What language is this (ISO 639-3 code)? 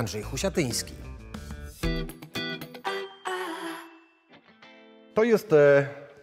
pol